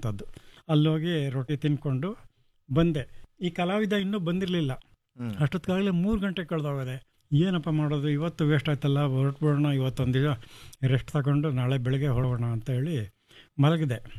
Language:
Kannada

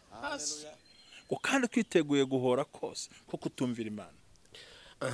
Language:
Kinyarwanda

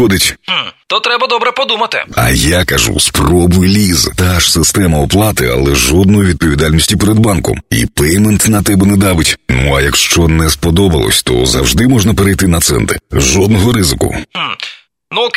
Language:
Ukrainian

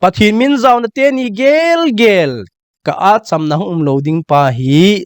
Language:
Thado Chin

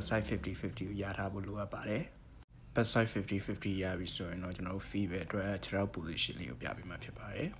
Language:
Burmese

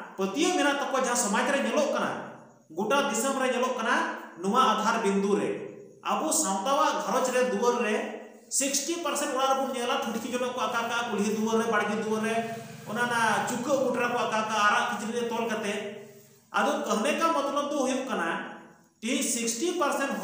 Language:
Santali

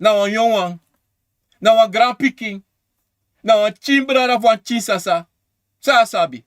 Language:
Sranan Tongo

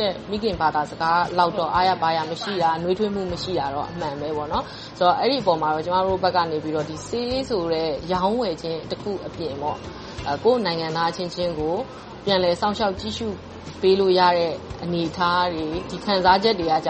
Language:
Burmese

